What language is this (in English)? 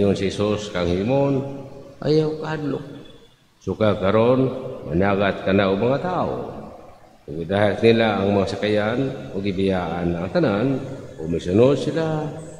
Cebuano